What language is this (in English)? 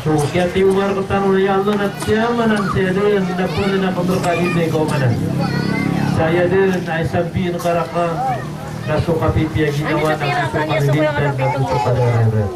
Maranao